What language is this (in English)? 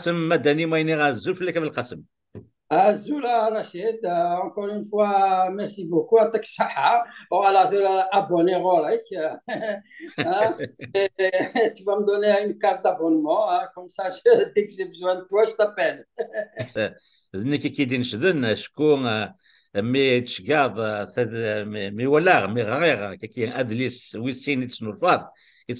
Kabyle